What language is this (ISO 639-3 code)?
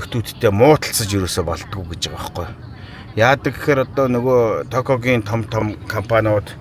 mon